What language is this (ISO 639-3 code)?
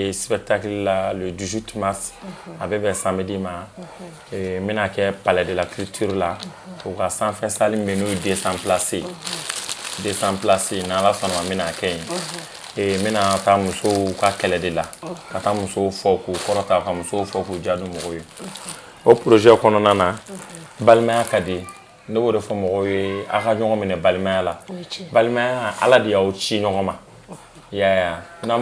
bam